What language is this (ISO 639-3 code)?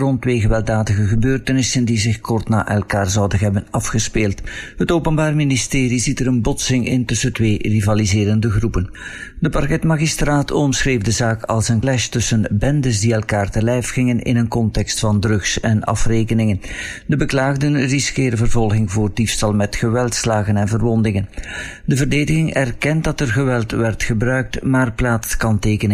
nld